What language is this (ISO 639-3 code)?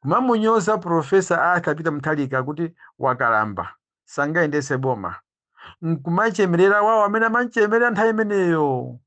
nya